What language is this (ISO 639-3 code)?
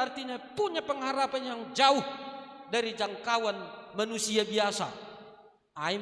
bts